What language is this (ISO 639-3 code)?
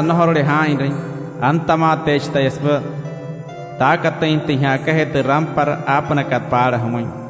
guc